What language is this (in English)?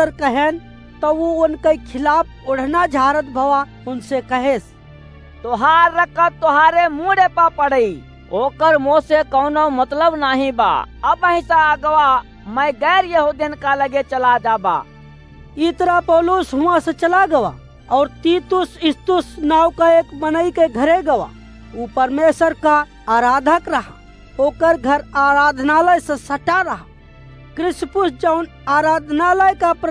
Awadhi